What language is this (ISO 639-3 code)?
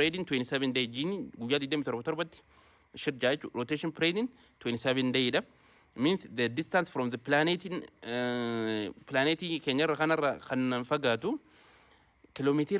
orm